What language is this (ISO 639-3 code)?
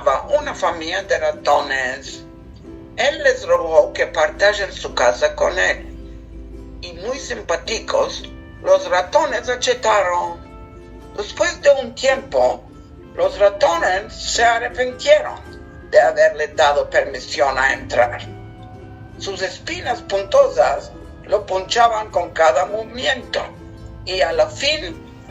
lad